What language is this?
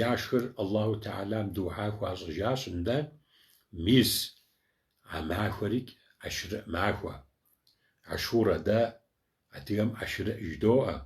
Kabardian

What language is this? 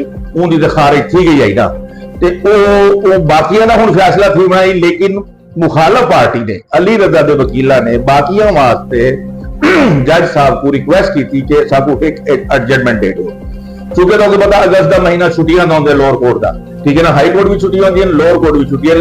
Saraiki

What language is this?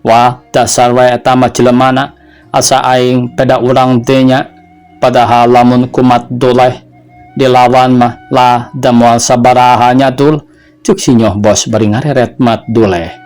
Sundanese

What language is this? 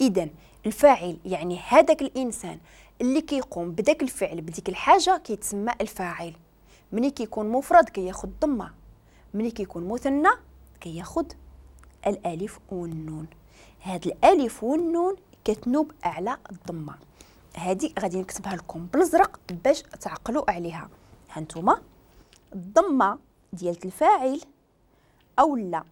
Moroccan Arabic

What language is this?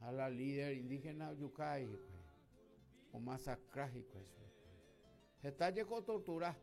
Guarani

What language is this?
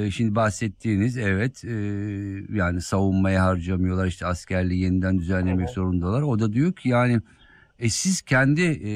Turkish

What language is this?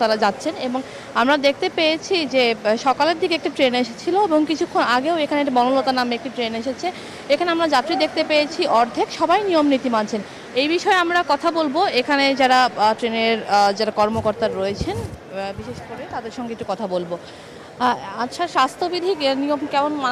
Bangla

